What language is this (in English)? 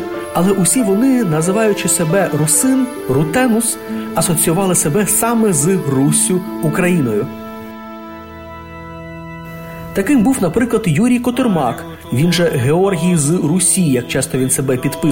Ukrainian